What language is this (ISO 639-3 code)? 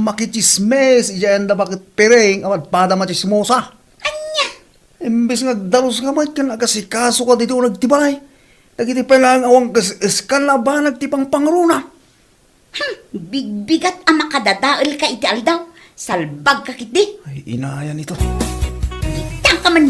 ilo